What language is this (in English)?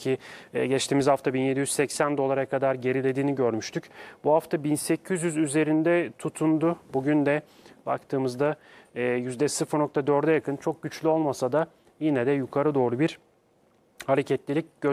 Turkish